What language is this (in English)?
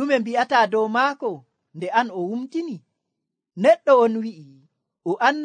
Nigerian Fulfulde